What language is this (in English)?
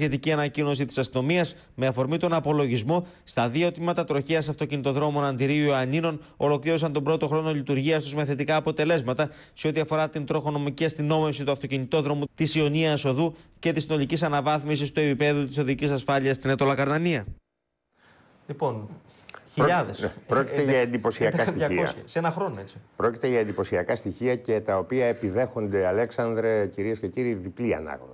Greek